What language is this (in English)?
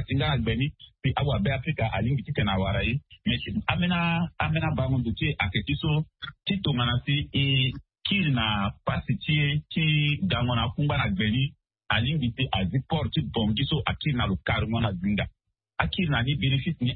Sango